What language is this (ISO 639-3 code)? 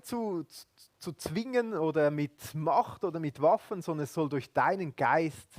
gsw